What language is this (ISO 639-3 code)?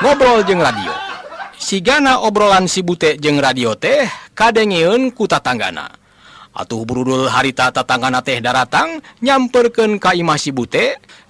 sun